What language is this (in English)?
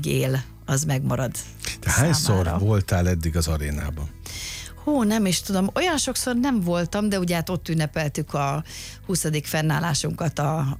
Hungarian